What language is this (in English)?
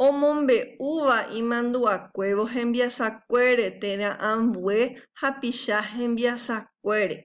Guarani